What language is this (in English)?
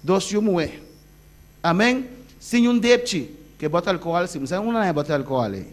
Papiamento